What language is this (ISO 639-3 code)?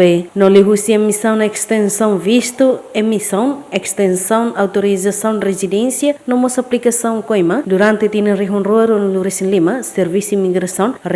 tet